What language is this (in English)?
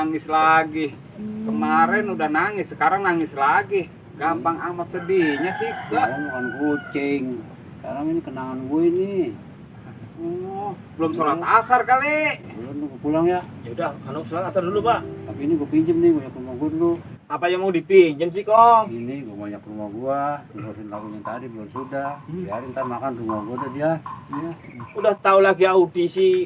Betawi